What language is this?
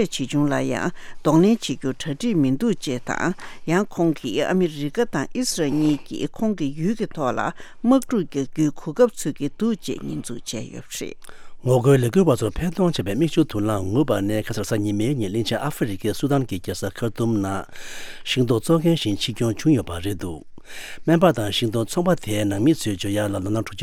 Tibetan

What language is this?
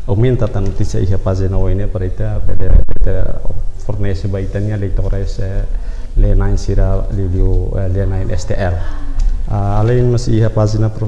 Tetum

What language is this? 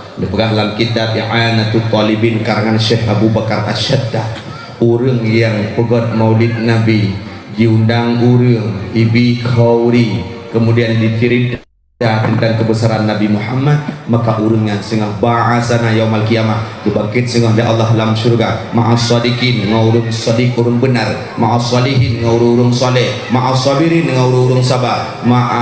Achinese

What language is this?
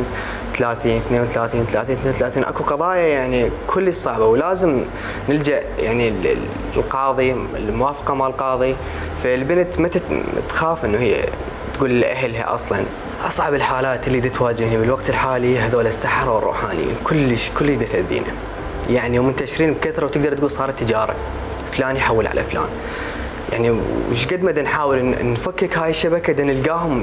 Mesopotamian Arabic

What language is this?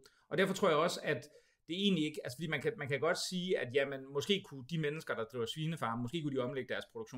Danish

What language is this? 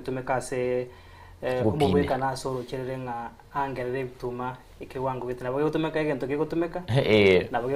Gusii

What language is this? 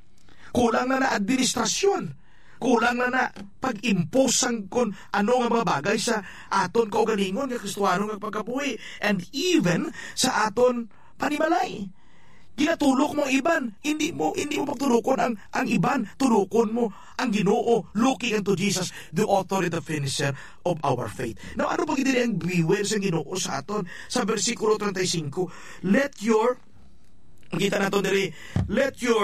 Hiligaynon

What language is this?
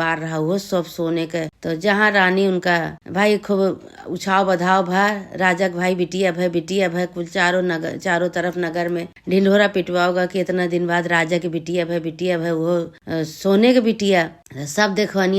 Awadhi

